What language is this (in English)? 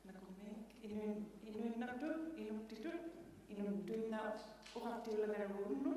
Inuktitut